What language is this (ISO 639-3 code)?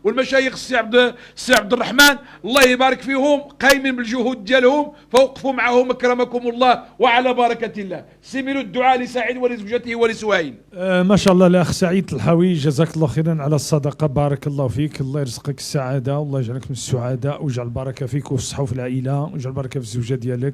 ary